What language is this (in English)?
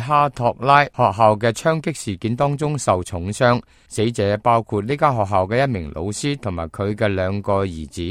Cantonese